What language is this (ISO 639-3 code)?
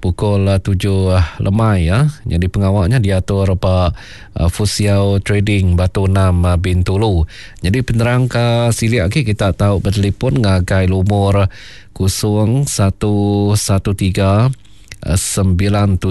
iba